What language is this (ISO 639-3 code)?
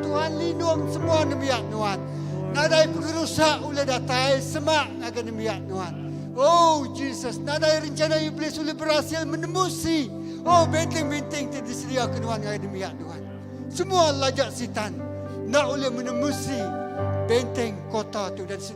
iba